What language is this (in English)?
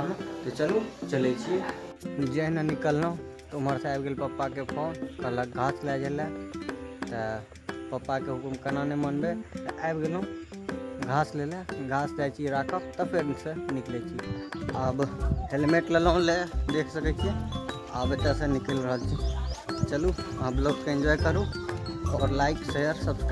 Maithili